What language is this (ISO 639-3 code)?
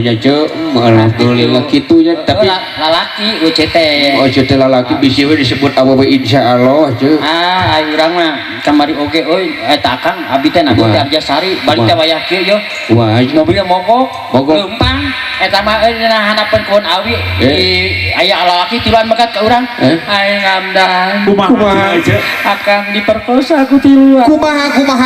sun